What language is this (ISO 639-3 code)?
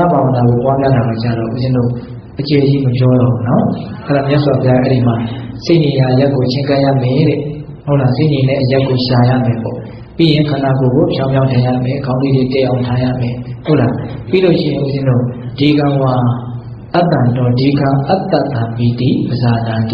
mya